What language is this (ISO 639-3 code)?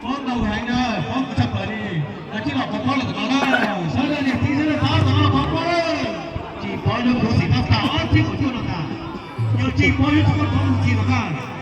hmn